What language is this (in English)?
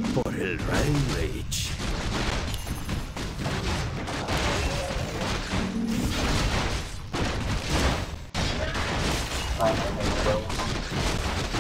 Spanish